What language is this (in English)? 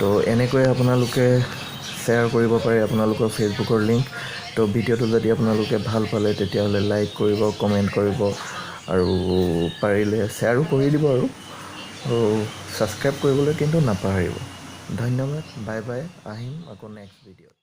Assamese